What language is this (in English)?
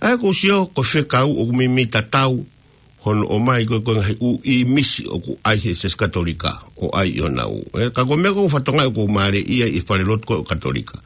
Tongan